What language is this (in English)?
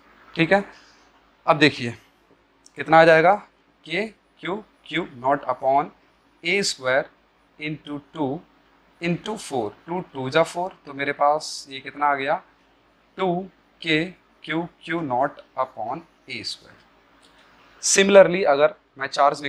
Hindi